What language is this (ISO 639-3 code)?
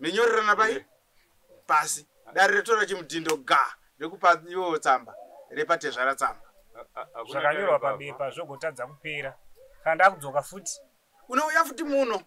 sna